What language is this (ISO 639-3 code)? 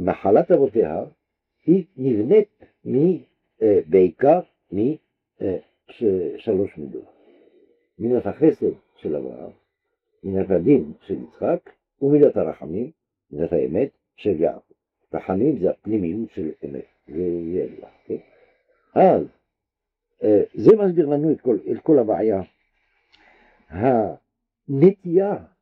heb